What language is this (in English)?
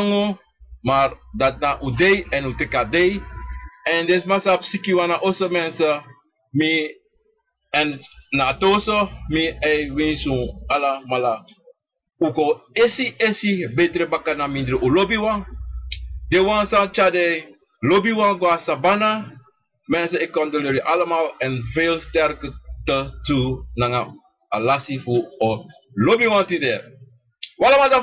Sranan Tongo